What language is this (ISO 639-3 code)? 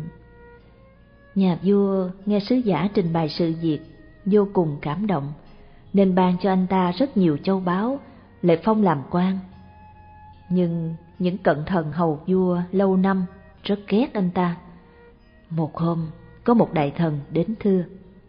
vie